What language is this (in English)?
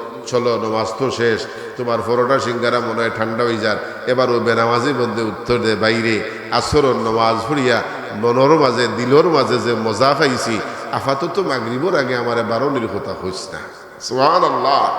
Sylheti